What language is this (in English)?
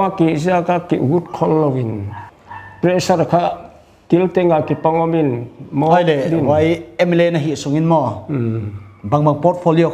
Paite Chin